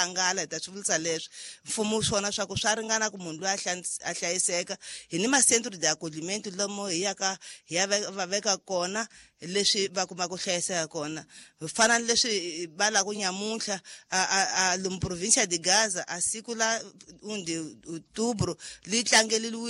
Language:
Tsonga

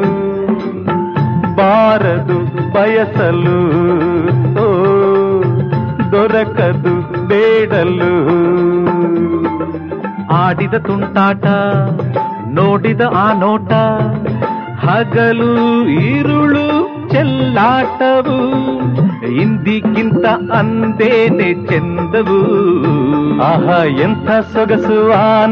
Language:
Kannada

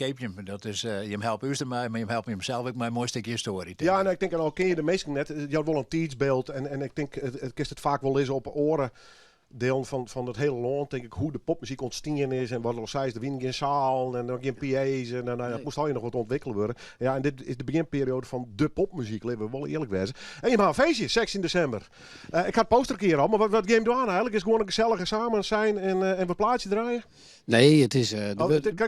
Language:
Western Frisian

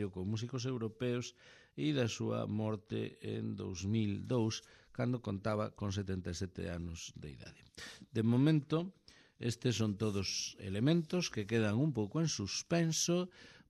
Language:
Galician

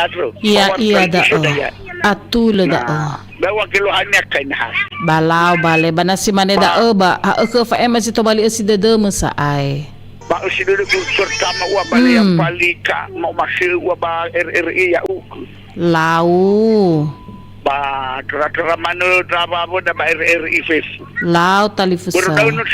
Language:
Nias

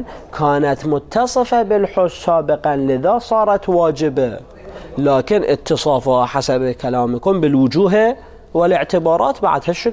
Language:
Arabic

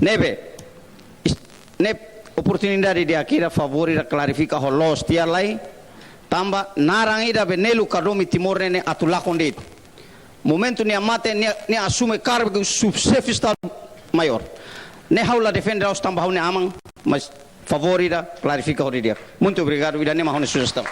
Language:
Tetum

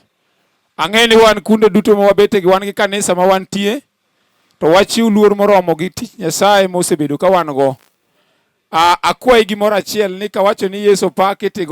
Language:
Luo (Kenya and Tanzania)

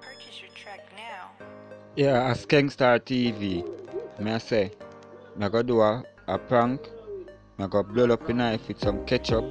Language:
Jamaican Creole English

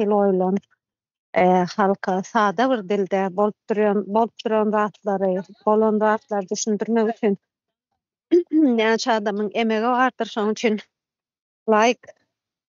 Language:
Turkmen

